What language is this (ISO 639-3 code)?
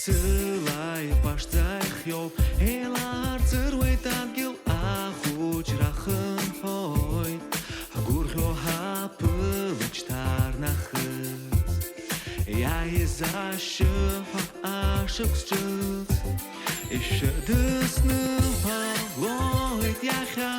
abk